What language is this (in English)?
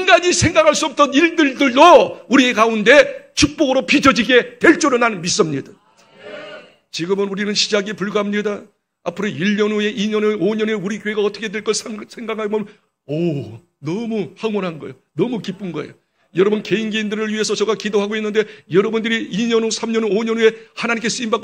Korean